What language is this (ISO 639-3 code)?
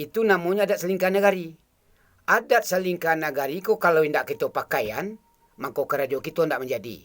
min